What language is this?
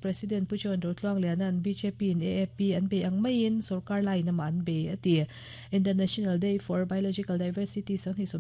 Mizo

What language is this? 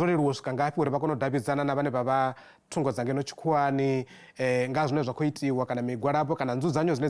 Venda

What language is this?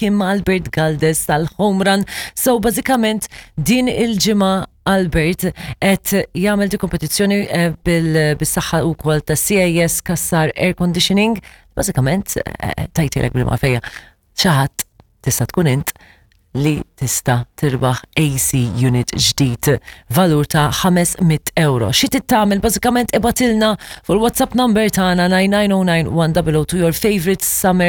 Maltese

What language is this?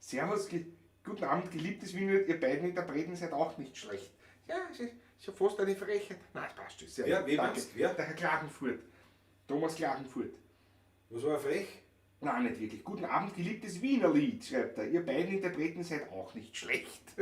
Bavarian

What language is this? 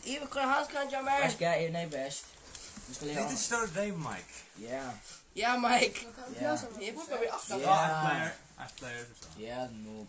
Faroese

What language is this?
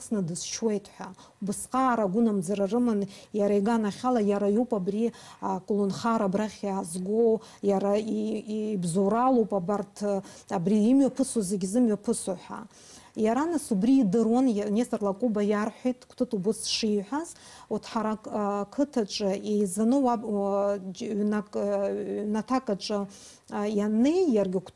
Abkhazian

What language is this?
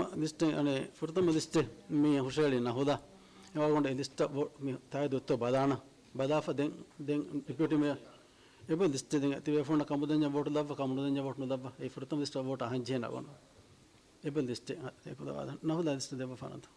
Divehi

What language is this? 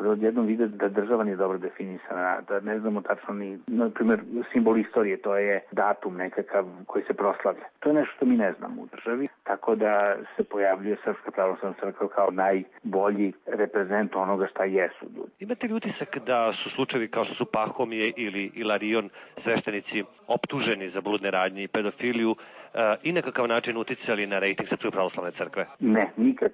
Serbian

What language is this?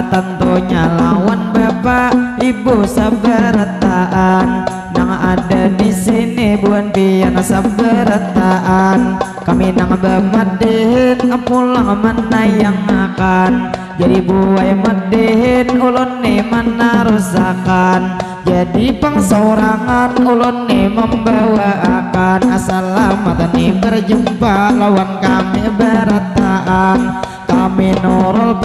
Banjar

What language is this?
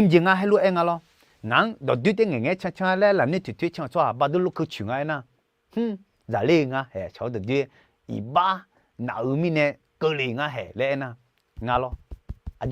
Akha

